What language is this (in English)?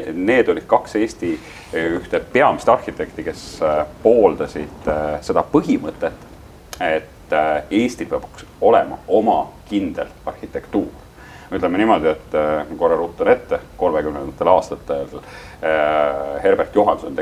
Estonian